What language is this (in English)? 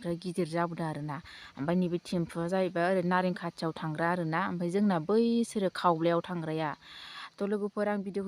Bodo